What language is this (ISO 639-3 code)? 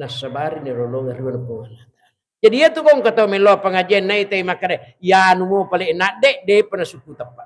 bug